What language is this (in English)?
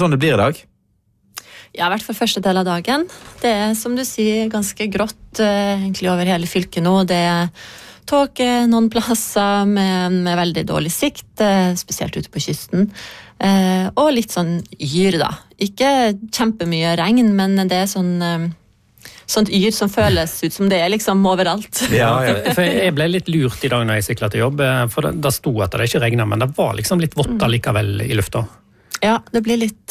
Norwegian